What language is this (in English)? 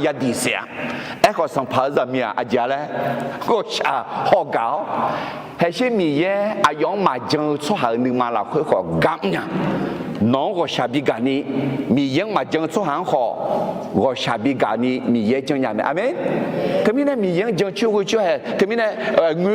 Akha